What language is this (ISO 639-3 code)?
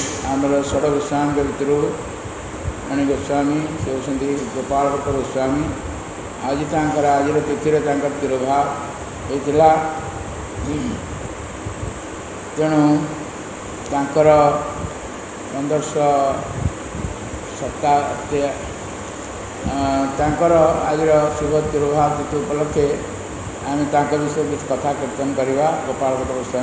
ori